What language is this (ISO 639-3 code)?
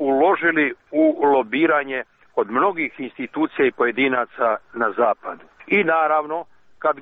hrv